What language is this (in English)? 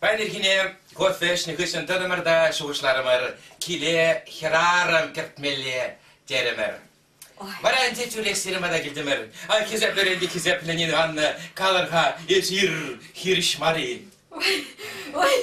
Chuvash